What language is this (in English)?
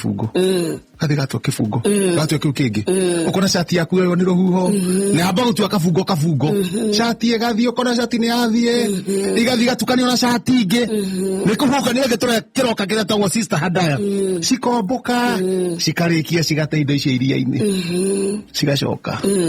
Kikuyu